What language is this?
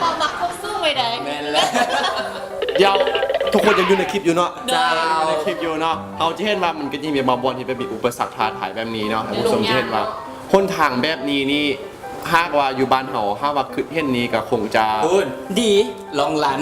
Lao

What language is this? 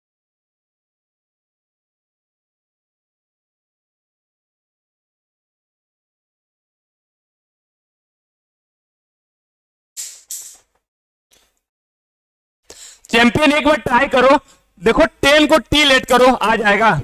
Hindi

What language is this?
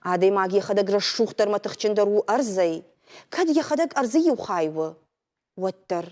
Ossetic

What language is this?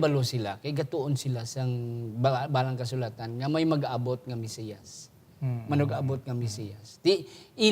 Hiligaynon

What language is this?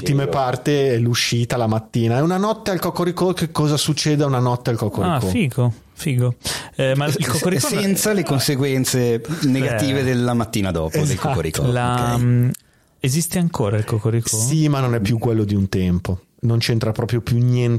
Italian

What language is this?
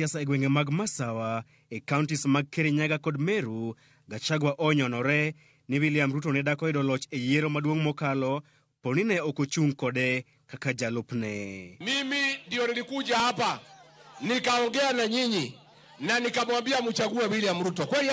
Luo (Kenya and Tanzania)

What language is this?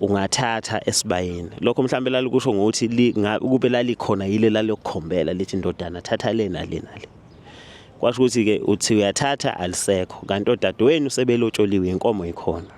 Zulu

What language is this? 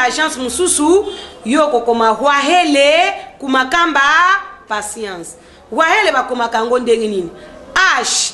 Lingala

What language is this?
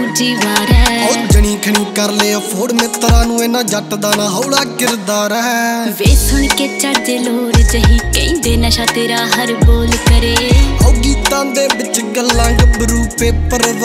Punjabi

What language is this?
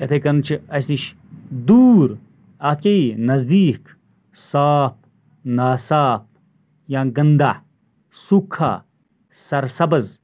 Kashmiri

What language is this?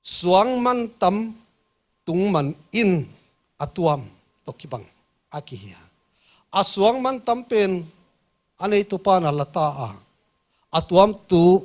Paite Chin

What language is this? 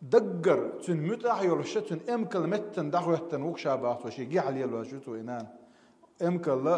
Chechen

